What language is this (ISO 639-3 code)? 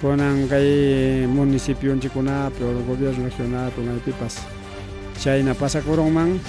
quy